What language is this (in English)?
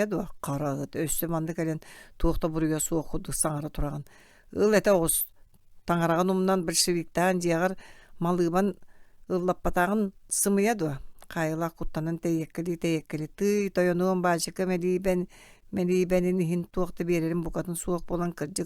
Yakut